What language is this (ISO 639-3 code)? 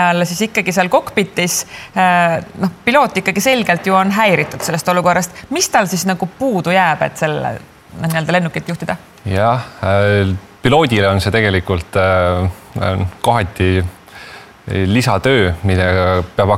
est